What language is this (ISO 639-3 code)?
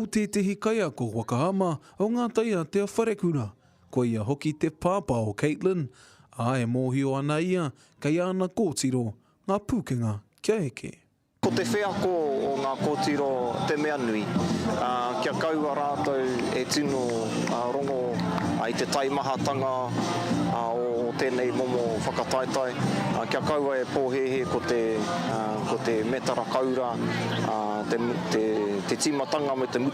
mri